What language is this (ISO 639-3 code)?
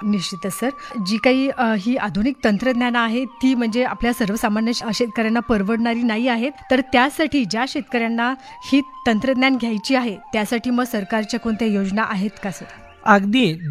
mar